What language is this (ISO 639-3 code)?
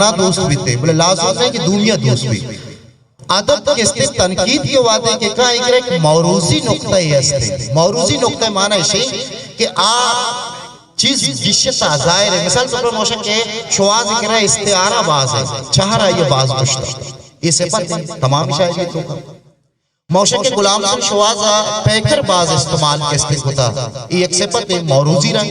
bgp